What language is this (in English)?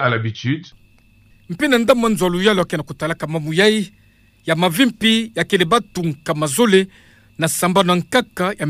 Kituba (Democratic Republic of Congo)